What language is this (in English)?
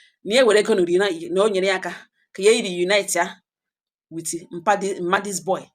Igbo